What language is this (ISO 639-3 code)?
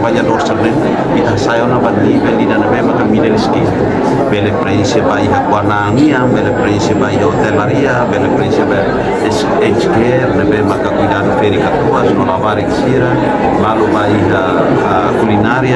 tet